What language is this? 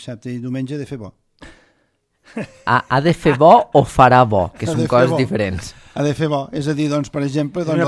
Catalan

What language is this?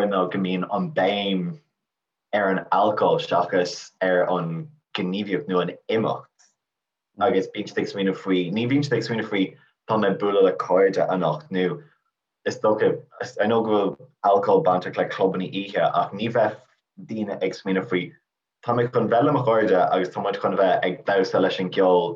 Irish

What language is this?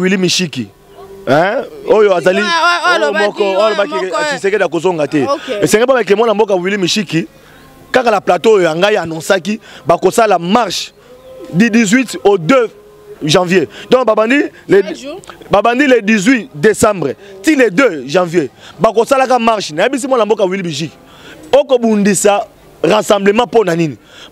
Lingala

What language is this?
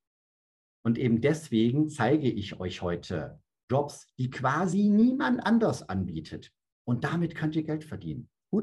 German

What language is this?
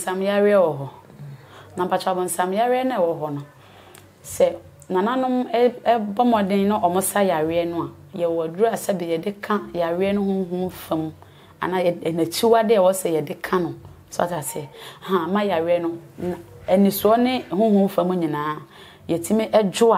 Akan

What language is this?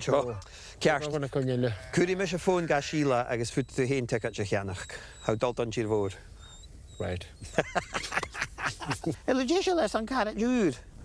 Scottish Gaelic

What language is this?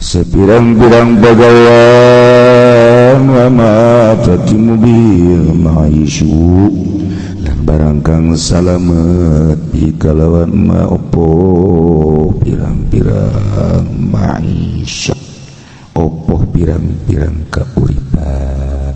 Sundanese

